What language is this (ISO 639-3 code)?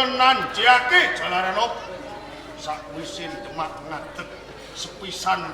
jav